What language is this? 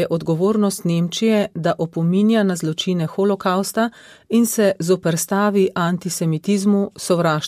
Slovenian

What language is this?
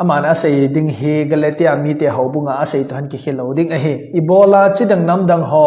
Thado Chin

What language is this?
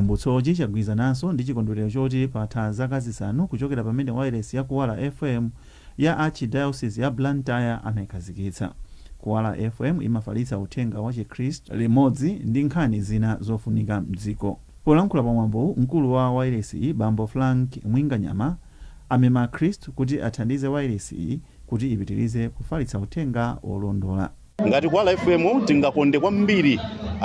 Nyanja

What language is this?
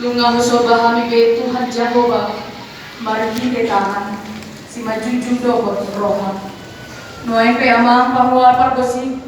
Batak Toba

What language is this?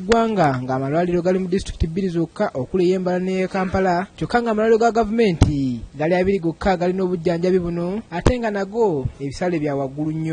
Ganda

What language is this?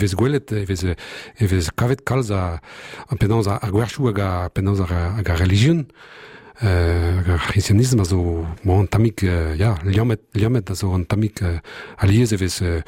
Breton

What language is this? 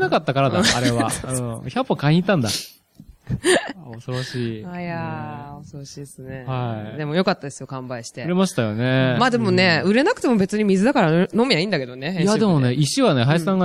Japanese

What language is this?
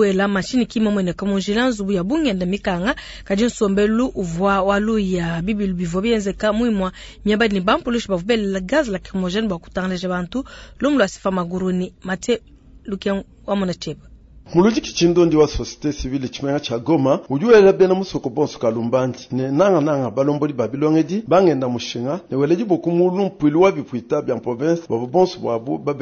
Luba-Lulua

